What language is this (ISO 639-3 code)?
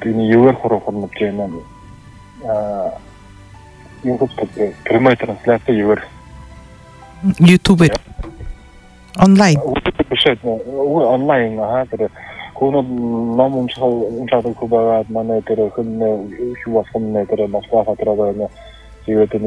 bua